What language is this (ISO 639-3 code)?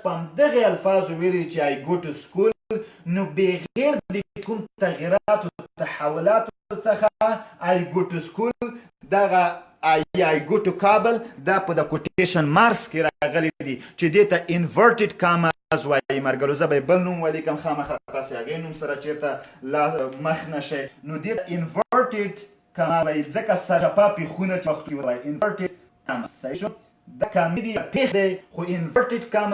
pus